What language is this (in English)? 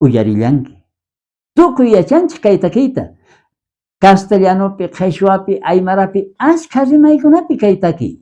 South Bolivian Quechua